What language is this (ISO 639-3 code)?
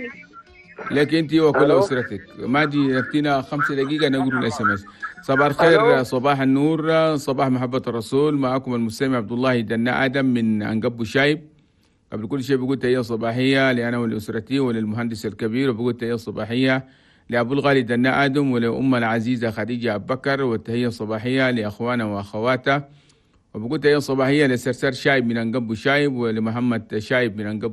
shu